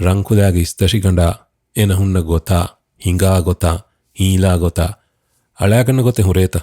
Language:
Divehi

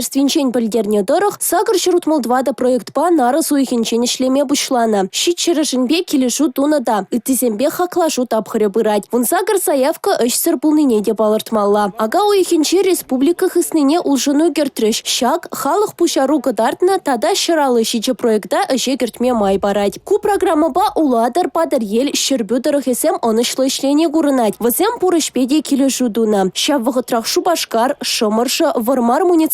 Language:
Chuvash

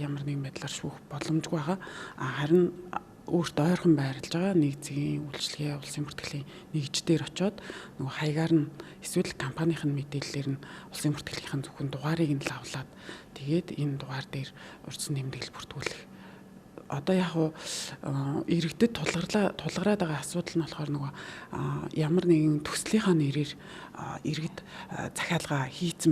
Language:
Mongolian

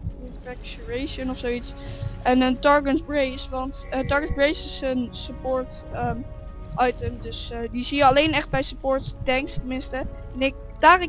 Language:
Dutch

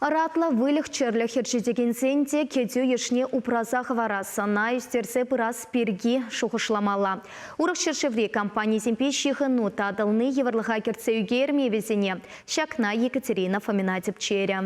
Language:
Chuvash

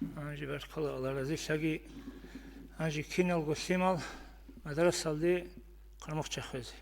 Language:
Avaric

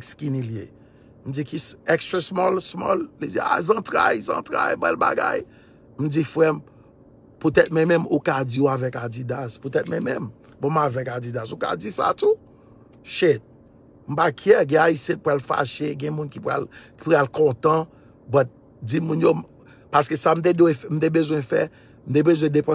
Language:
Haitian Creole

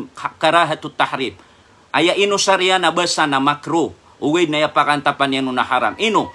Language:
Maranao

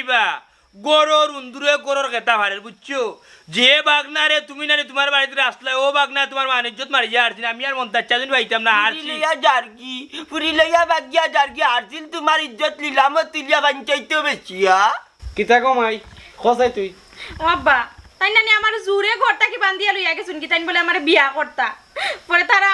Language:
Sylheti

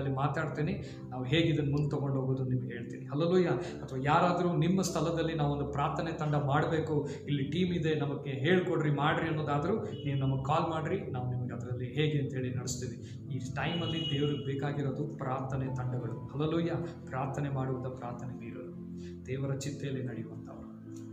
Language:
Kannada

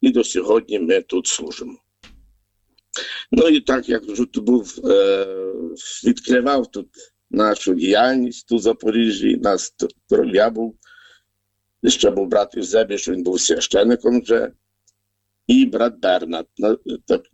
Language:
Ukrainian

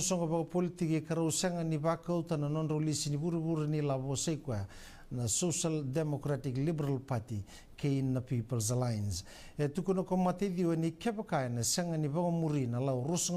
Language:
Fijian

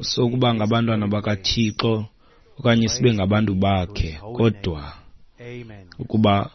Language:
Xhosa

